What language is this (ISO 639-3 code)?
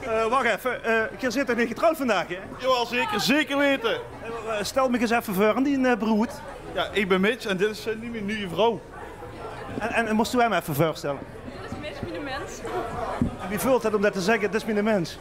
lim